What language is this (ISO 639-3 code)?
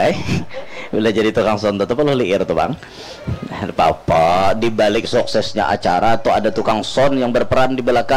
bjn